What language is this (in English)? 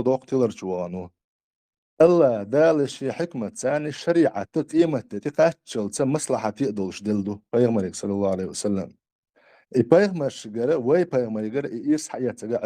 Chechen